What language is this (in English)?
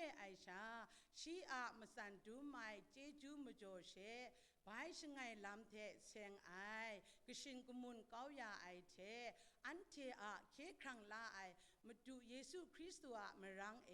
Kachin